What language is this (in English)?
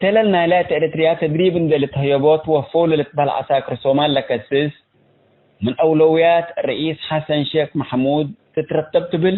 Tigre